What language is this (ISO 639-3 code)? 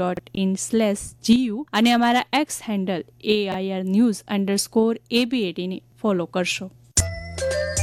guj